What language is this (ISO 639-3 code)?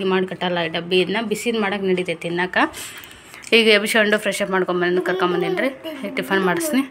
kan